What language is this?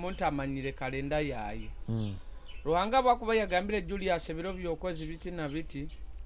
Nyoro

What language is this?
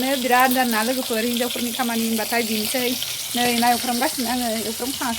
Bodo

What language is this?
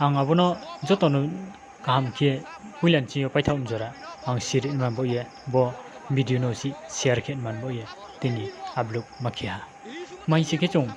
Riang (India)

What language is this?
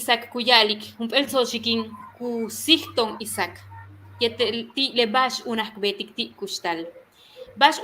Yucateco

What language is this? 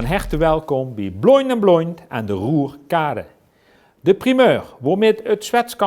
Limburgish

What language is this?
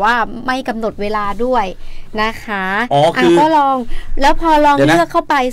Thai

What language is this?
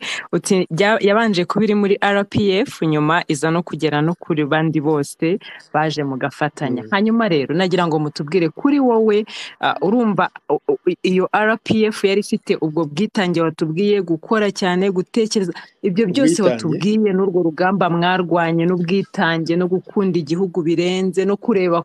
Kinyarwanda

